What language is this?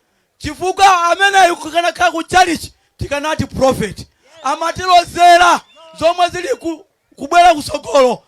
Nyanja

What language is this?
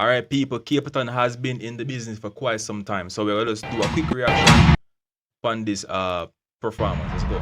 Jamaican Creole English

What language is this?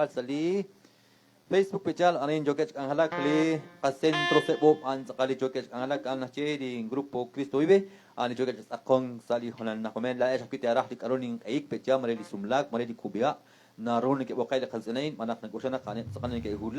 Kekchí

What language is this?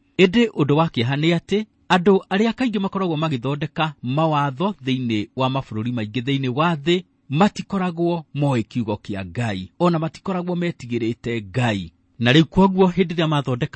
Kikuyu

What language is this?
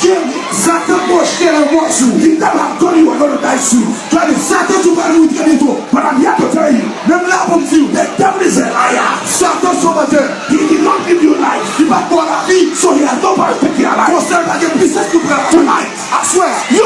Haitian Creole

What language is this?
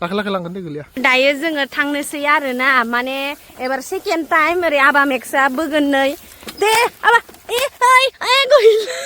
Bodo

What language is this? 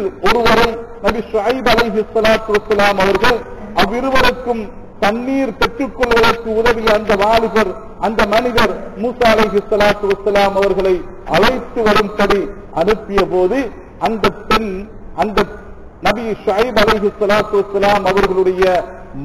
Tamil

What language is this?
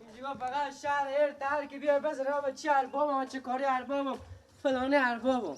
Persian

